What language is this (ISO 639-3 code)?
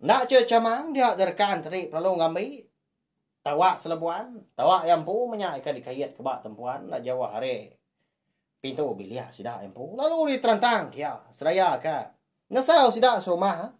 iba